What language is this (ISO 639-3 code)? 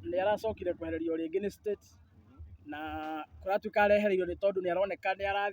kik